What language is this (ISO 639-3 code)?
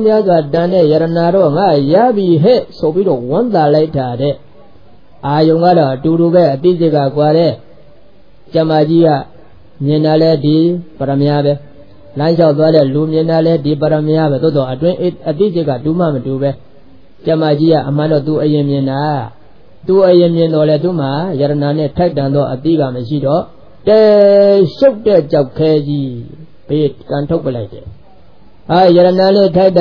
mya